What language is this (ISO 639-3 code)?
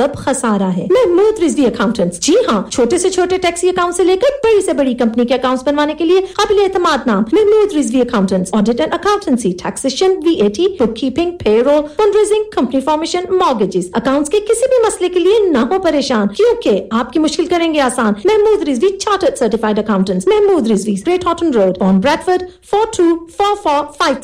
urd